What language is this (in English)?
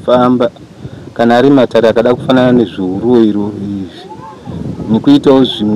Shona